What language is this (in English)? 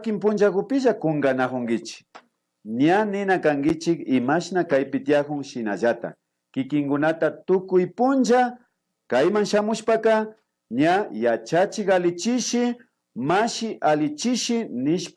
Imbabura Highland Quichua